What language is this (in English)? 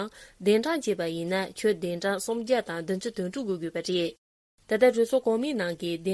Tibetan